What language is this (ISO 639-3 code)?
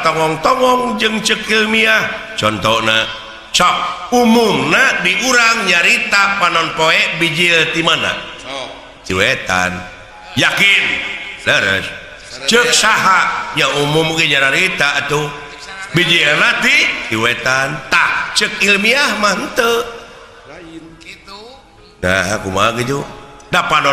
sun